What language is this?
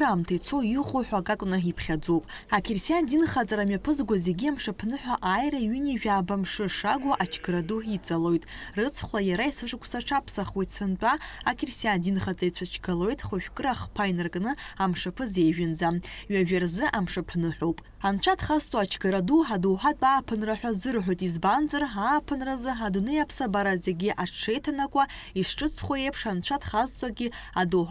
Abkhazian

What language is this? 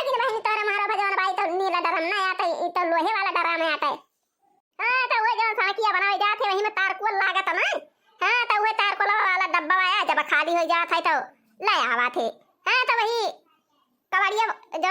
Awadhi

